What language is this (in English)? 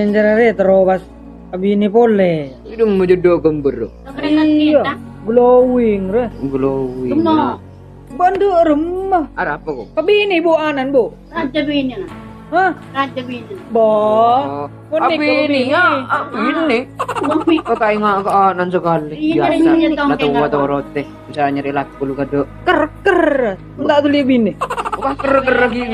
Madurese